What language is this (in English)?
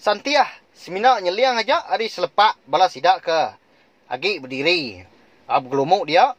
Iban